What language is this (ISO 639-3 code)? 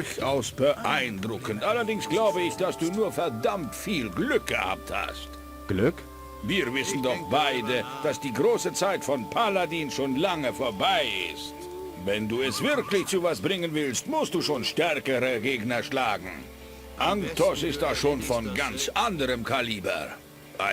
bar